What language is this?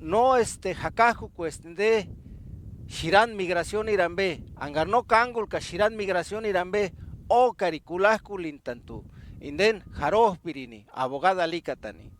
Purepecha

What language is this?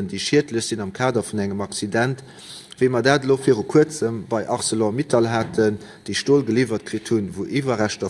Luxembourgish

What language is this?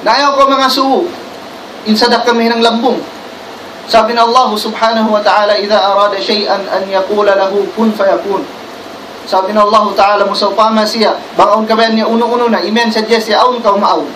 Tausug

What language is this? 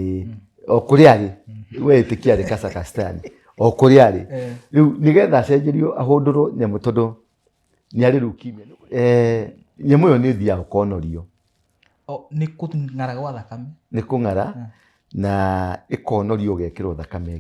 Kikuyu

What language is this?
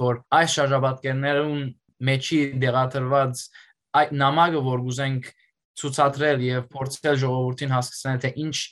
Western Armenian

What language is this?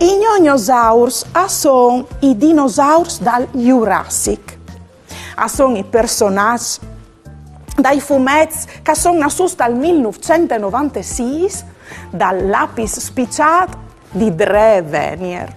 Friulian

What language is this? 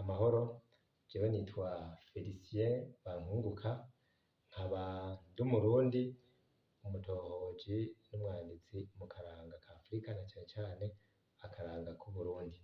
Rundi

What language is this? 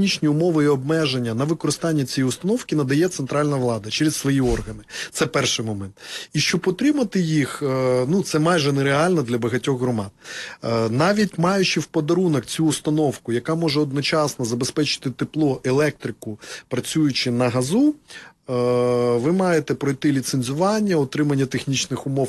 Ukrainian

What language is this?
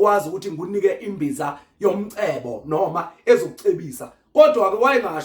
Zulu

